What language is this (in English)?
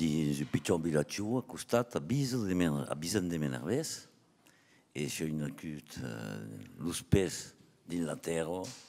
Occitan